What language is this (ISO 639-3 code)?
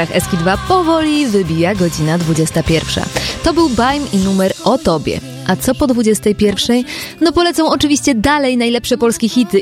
pol